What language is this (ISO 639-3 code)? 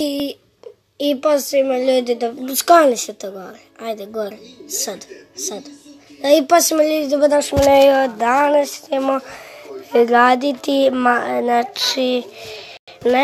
srp